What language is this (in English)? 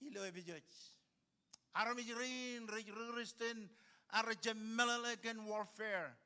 Marshallese